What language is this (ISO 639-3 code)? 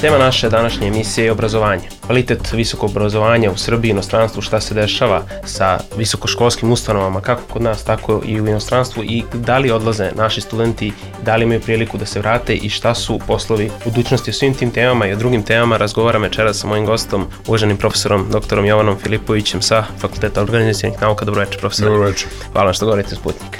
srp